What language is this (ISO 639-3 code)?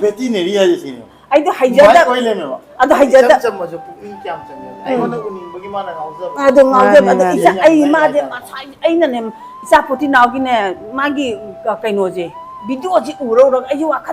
mni